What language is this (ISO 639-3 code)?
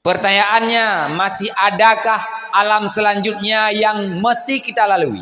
ace